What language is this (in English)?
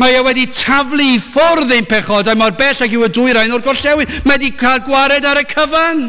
Welsh